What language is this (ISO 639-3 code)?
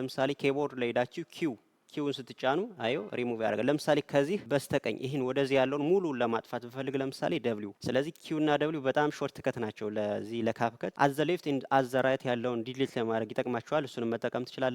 amh